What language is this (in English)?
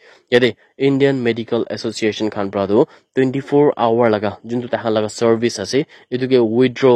Naga Pidgin